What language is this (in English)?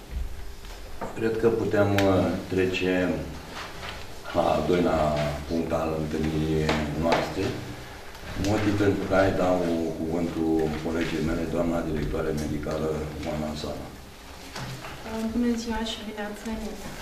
Romanian